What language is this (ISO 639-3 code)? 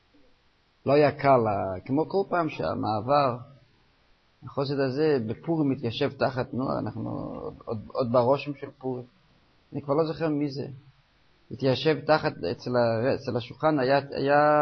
heb